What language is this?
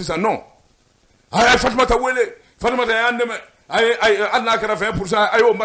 Bambara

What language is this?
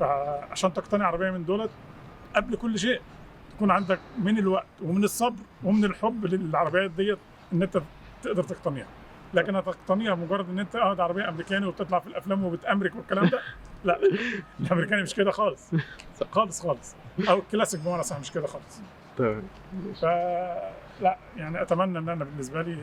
Egyptian Arabic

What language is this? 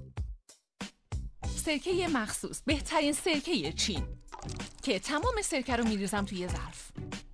Persian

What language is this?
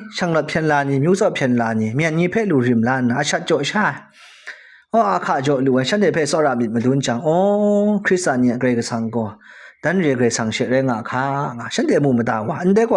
Kachin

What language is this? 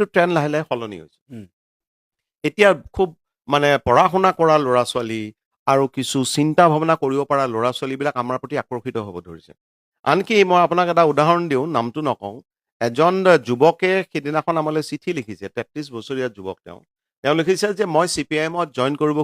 Assamese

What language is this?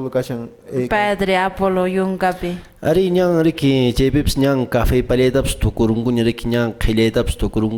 Quechua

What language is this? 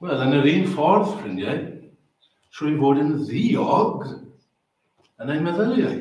Welsh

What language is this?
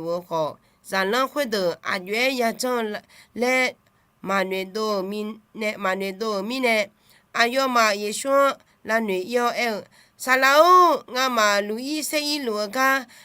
Akha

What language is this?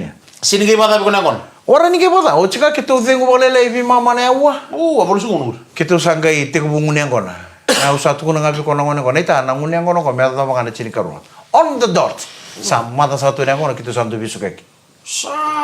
Fijian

